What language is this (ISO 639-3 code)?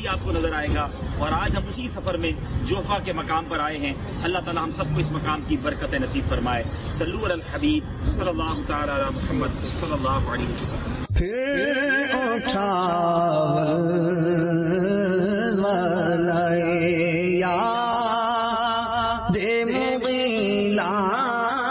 urd